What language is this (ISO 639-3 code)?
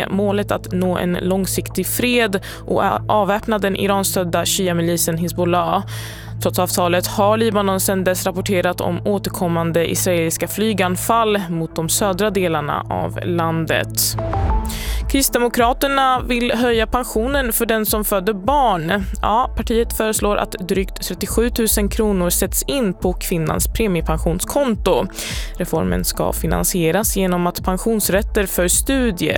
swe